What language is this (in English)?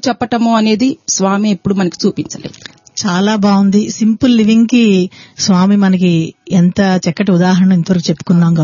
Telugu